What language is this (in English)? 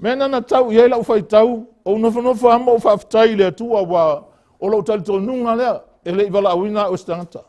Samoan